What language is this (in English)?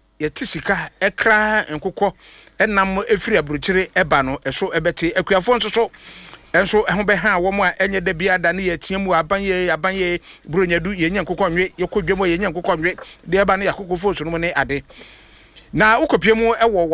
Akan